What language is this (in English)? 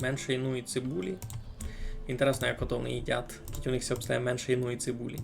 Rusyn